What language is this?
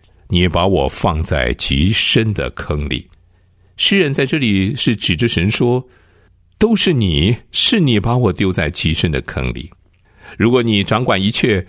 Chinese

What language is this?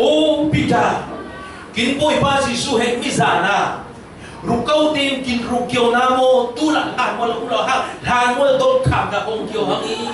Falam Chin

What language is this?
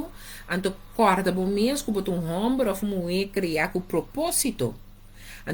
Papiamento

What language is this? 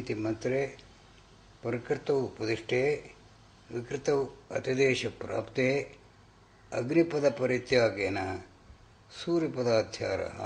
Sanskrit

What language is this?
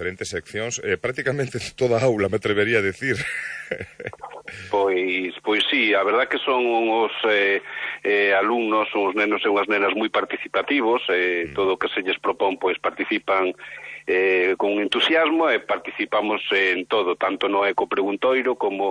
Galician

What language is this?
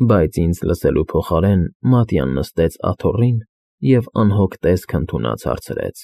Armenian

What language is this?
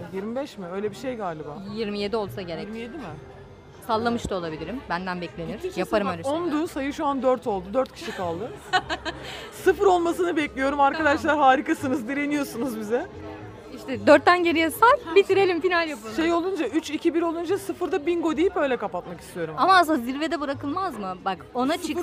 Turkish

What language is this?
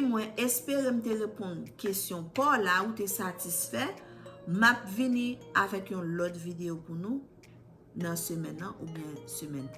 Haitian Creole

